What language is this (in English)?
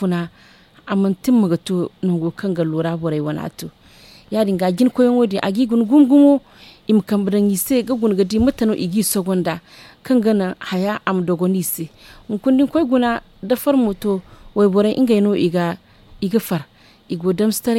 Zarma